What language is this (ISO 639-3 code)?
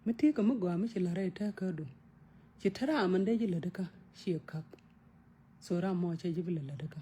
nus